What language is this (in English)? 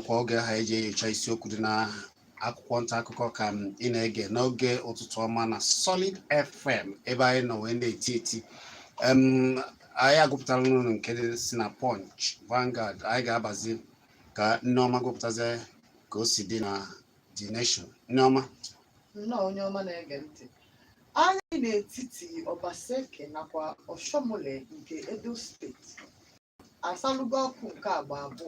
Igbo